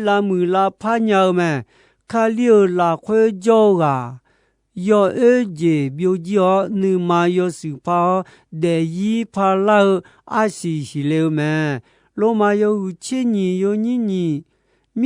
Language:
Akha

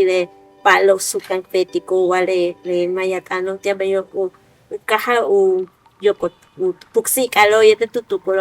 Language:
Yucateco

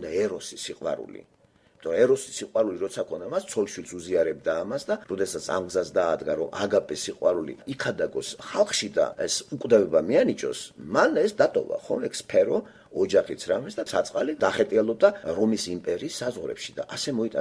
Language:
Georgian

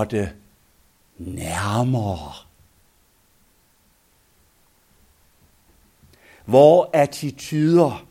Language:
Danish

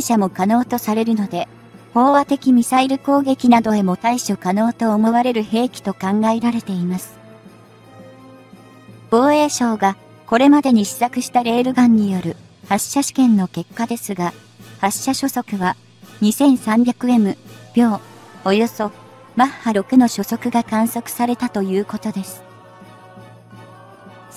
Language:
Japanese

